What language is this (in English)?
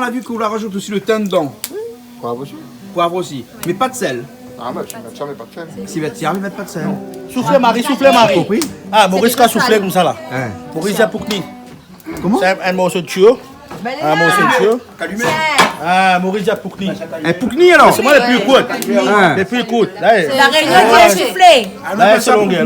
Réunion Creole French